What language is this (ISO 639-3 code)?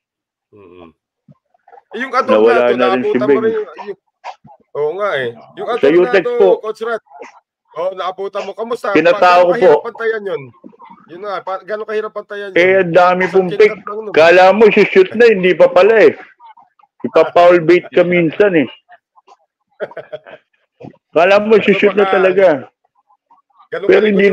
fil